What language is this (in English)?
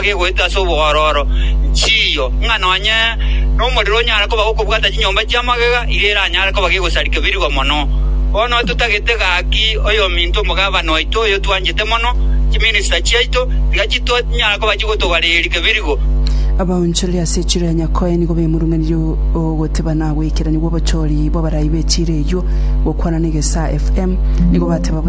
Gusii